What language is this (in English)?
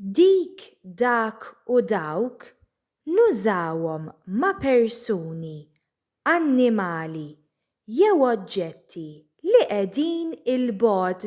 Maltese